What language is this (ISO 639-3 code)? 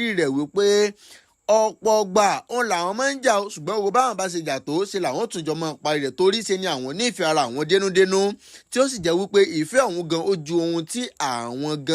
yor